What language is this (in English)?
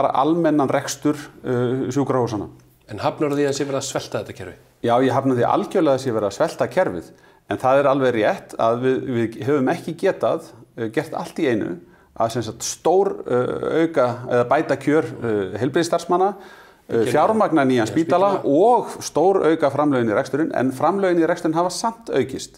Icelandic